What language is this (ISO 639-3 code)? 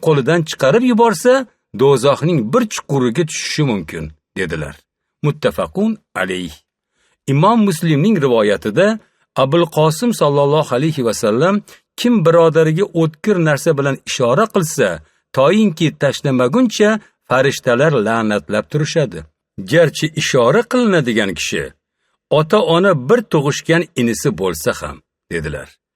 uzb